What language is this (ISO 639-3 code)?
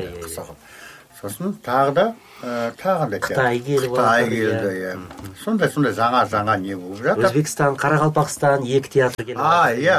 kaz